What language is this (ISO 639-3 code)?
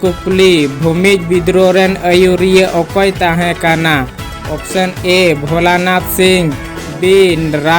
sat